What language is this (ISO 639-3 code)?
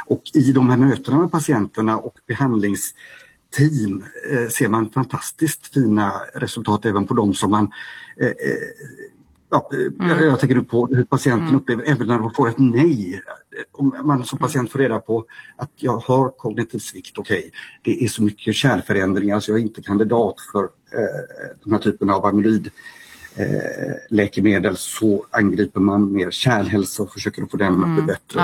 swe